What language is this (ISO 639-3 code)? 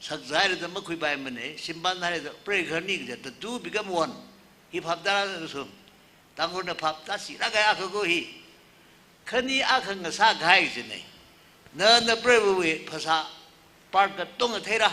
nmf